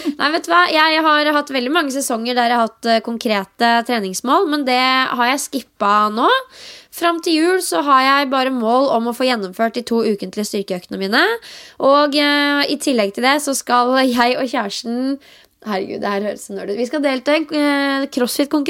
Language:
Norwegian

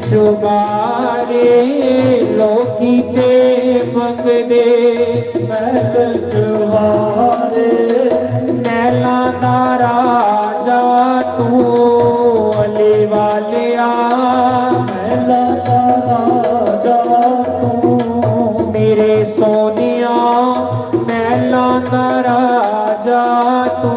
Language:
Dogri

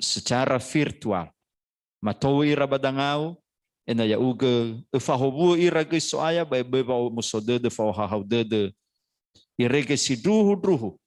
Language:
Nias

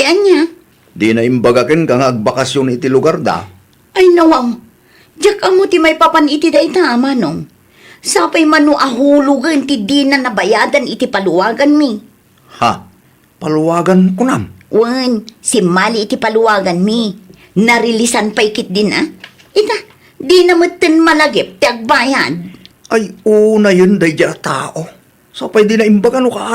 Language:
Iloko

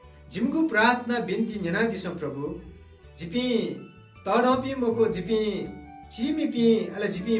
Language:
Newari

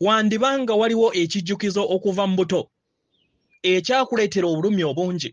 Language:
Ganda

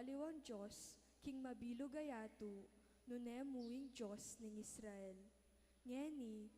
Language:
Pampanga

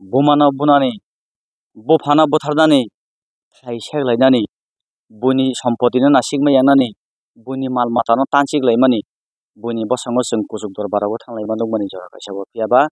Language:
Kok Borok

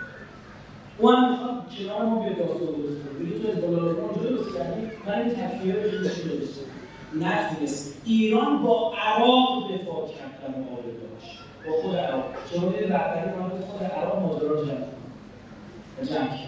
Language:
Persian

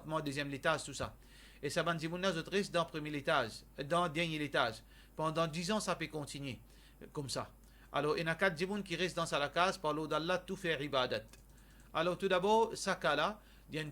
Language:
Morisyen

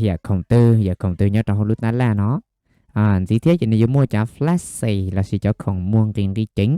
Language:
Hmong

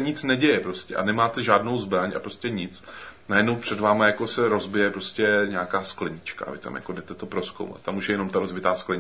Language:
Czech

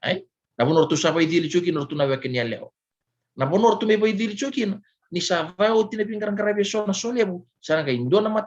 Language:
Fijian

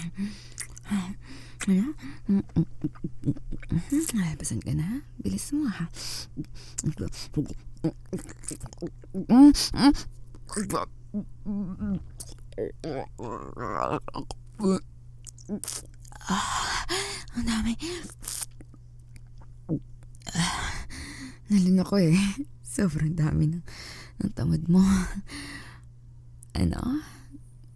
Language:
Filipino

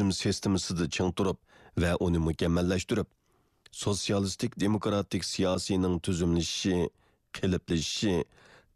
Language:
Uyghur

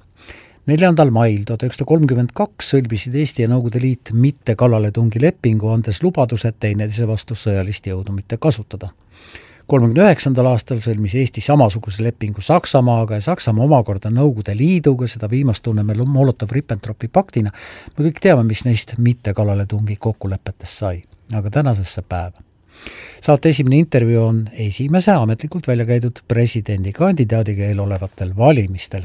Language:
Estonian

